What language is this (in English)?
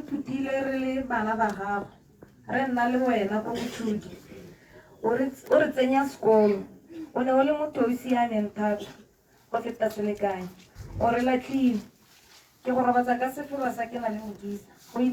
Tswana